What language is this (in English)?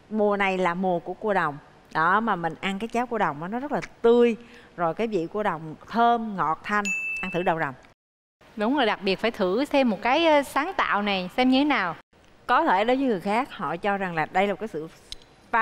Vietnamese